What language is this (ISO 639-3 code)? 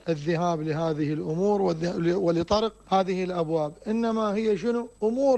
acm